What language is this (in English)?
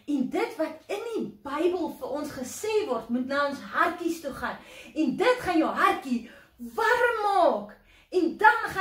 Afrikaans